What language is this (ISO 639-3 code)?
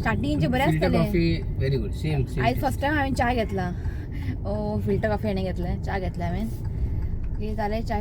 kok